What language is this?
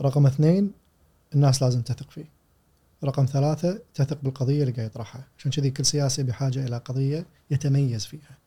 Gulf Arabic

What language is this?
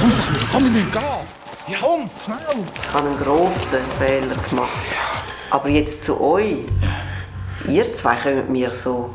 Swiss German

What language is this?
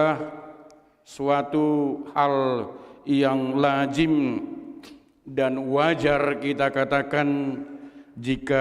Batak Toba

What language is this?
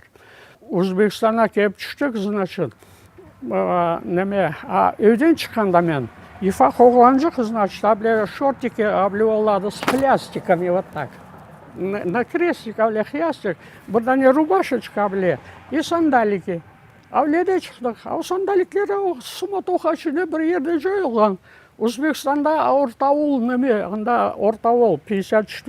Crimean Tatar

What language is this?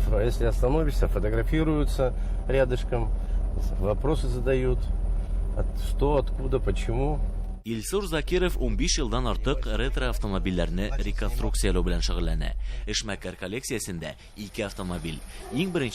Tatar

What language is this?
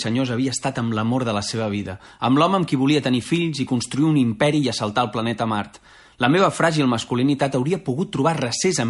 Catalan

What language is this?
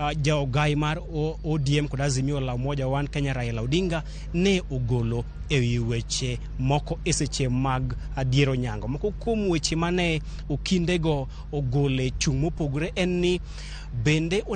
Luo (Kenya and Tanzania)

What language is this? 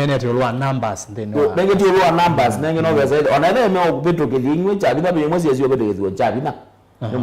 Kamba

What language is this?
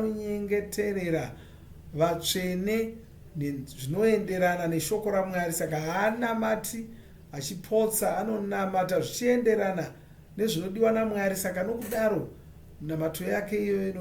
Shona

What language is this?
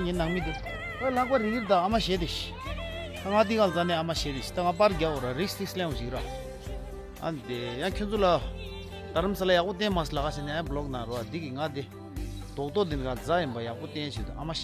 Tibetan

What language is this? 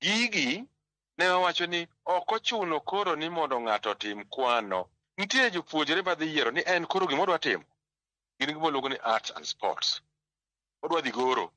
Luo (Kenya and Tanzania)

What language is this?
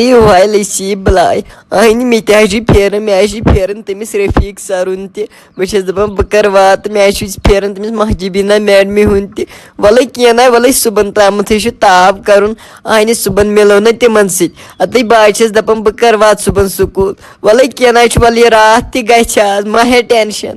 Kashmiri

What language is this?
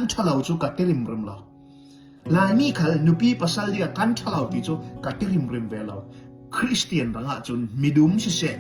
Falam Chin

